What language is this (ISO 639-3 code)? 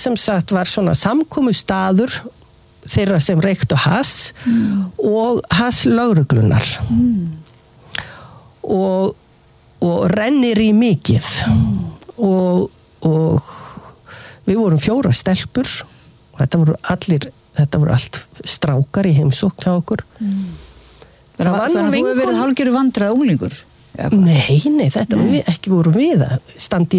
isl